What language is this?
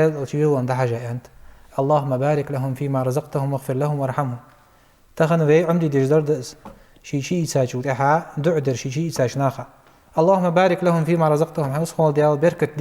Ingush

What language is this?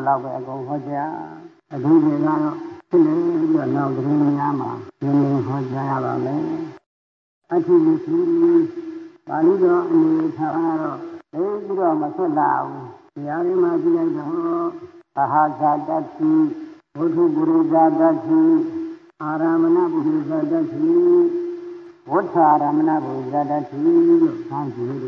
Burmese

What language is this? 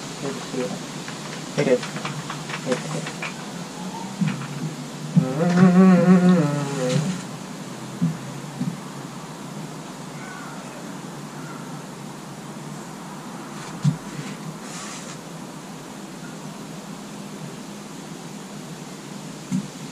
Finnish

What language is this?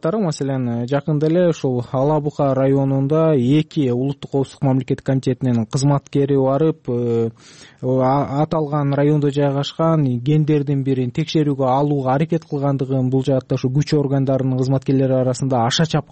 Kyrgyz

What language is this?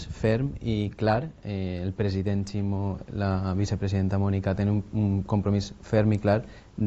Catalan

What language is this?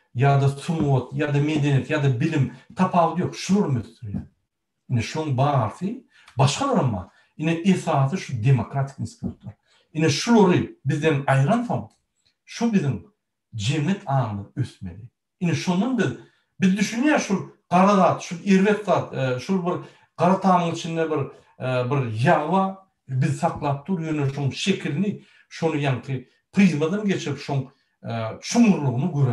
Turkmen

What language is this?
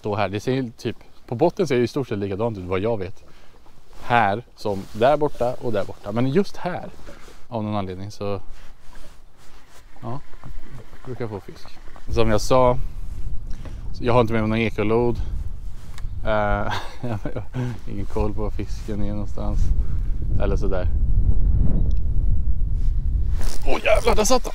Swedish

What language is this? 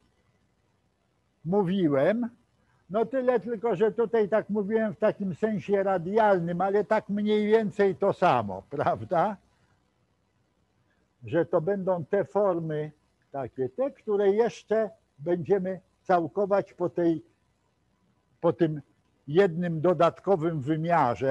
Polish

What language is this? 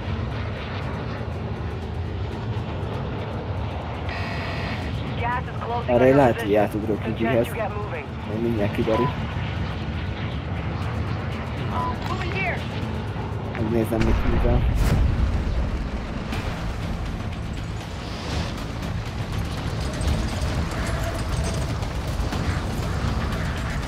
Hungarian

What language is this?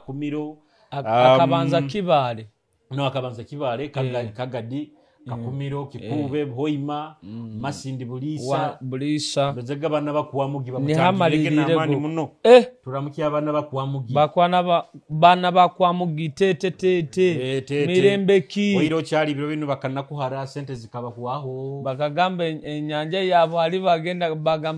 Nyoro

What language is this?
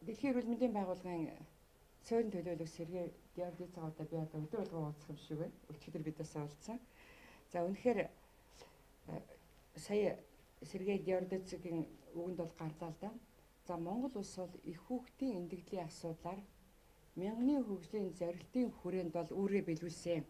Mongolian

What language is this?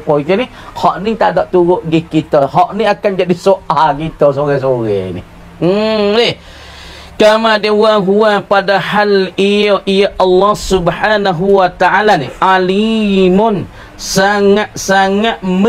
Pattani Malay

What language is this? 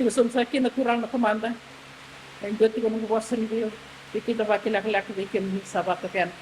Fijian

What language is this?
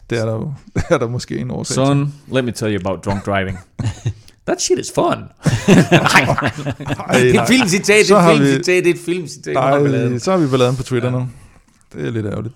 Danish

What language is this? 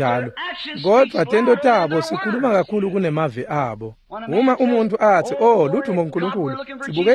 Swati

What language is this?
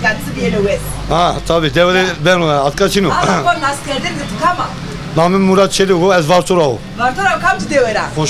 Zaza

